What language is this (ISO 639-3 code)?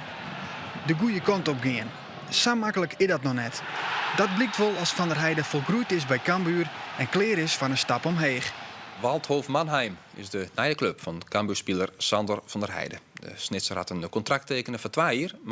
fry